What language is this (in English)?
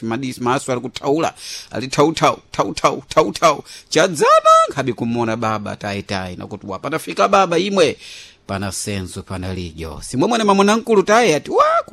Sena